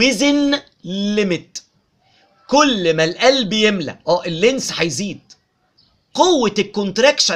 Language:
Egyptian Arabic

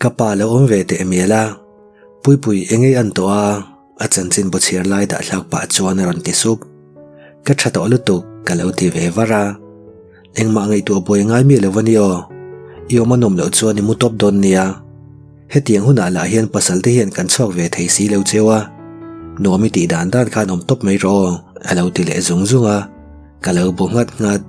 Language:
Mizo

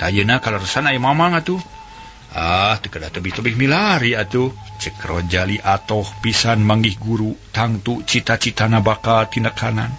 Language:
Sundanese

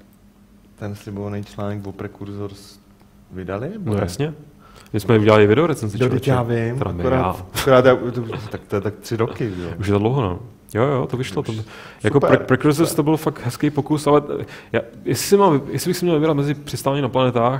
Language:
Czech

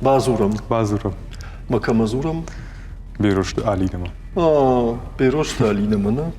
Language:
Ossetic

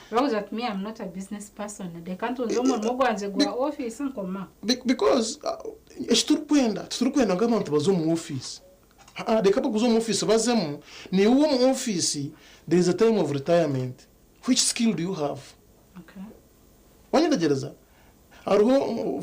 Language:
Nyankole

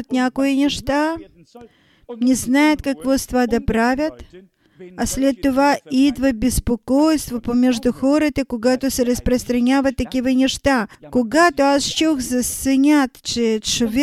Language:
Bulgarian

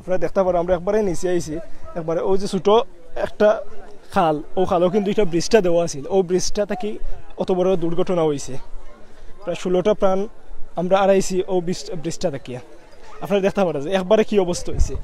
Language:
Sylheti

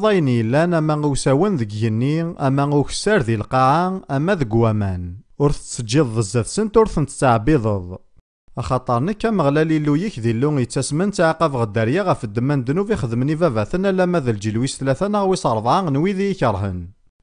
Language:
Kabyle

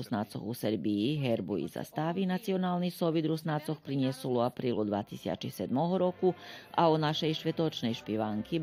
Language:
Rusyn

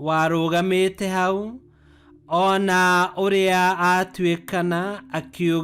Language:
Kikuyu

